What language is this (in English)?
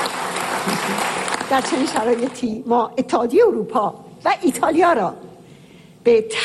Persian